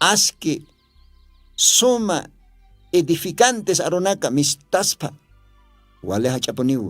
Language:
Aymara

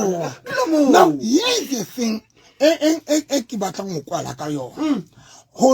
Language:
Southern Sotho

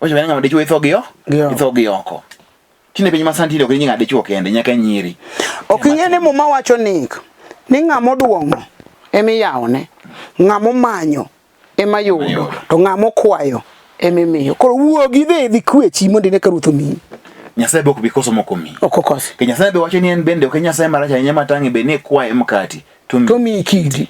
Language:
Luo (Kenya and Tanzania)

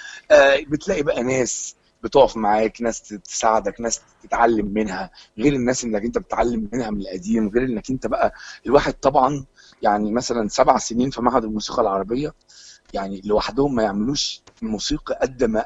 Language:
Egyptian Arabic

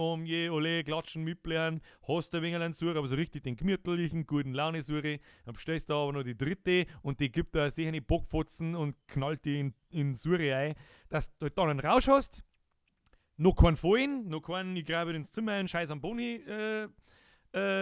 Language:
Bavarian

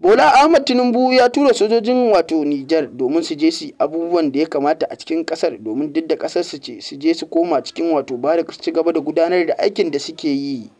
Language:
Hausa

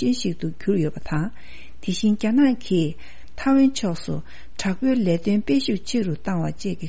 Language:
Tibetan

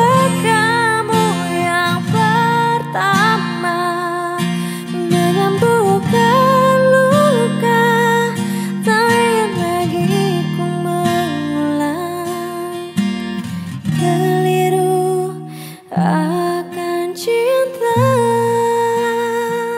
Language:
Indonesian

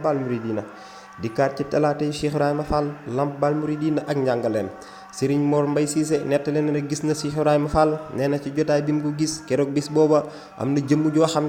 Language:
Wolof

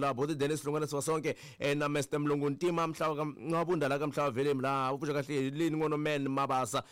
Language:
Tsonga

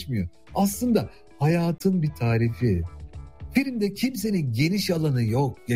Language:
Turkish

